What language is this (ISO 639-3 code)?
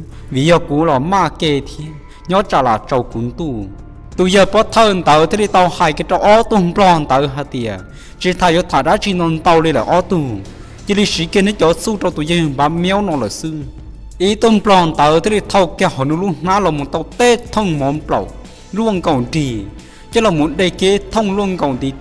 hmn